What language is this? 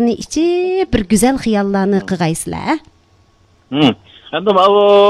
Uyghur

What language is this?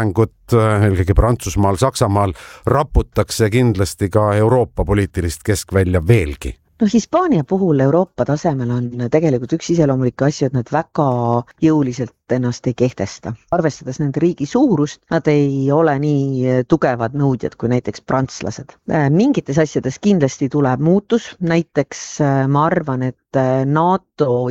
Estonian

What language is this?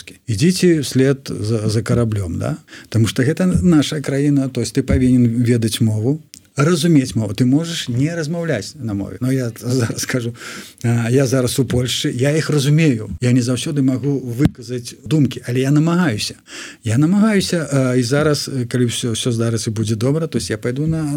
Belarusian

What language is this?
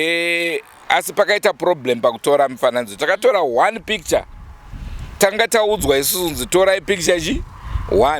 Shona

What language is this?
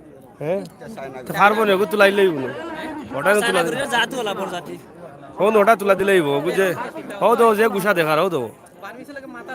Sylheti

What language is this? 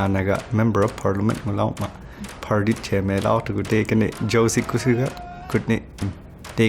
Inuktitut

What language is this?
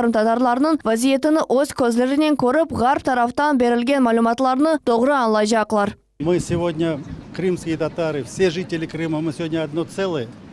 Crimean Tatar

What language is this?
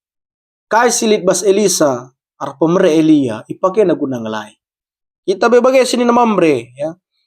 Batak Karo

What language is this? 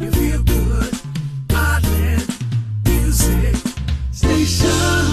Hawaiian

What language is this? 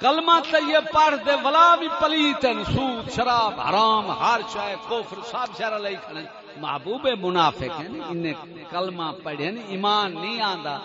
Saraiki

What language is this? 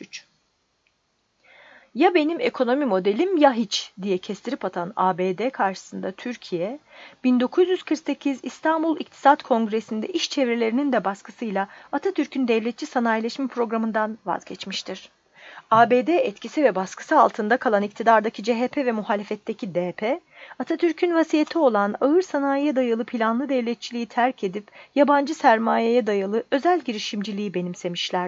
Turkish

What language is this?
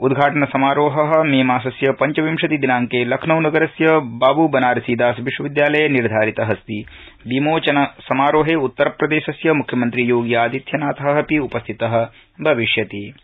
Sanskrit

